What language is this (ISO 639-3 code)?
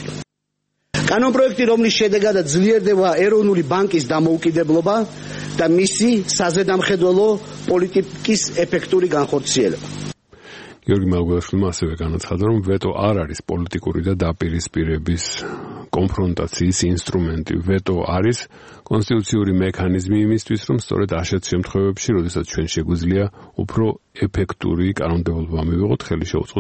kat